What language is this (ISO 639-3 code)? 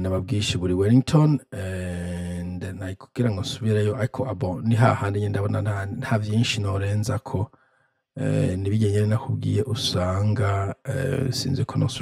run